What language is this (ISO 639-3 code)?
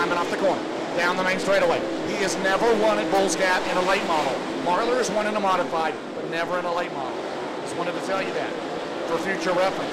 eng